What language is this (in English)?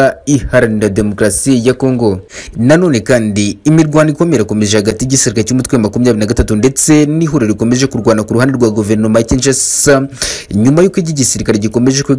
Kinyarwanda